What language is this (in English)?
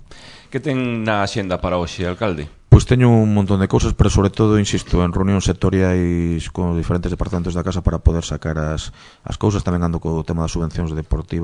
Galician